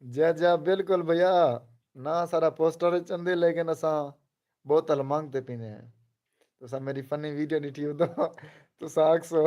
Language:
Saraiki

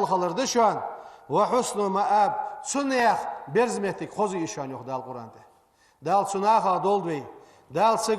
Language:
Ingush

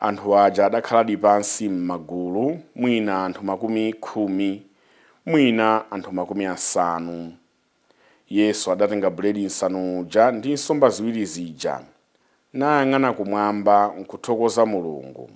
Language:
Nyanja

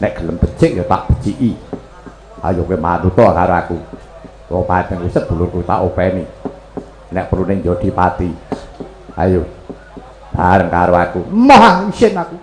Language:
Javanese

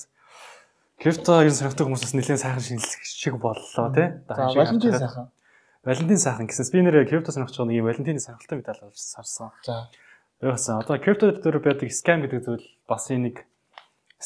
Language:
Mongolian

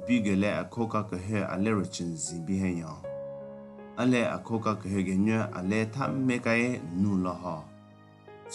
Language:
Southern Rengma Naga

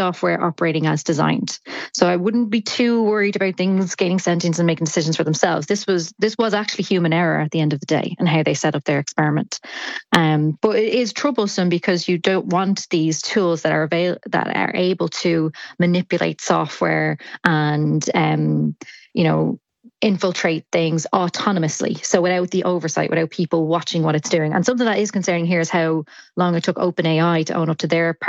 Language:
English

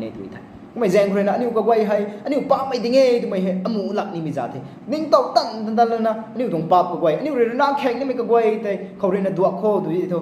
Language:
Rongmei Naga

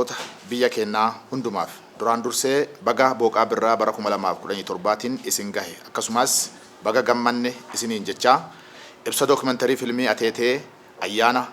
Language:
Oromo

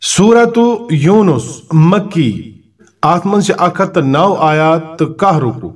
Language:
Kashmiri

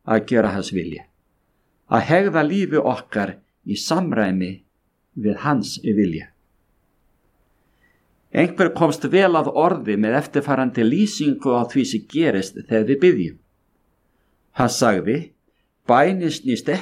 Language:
Icelandic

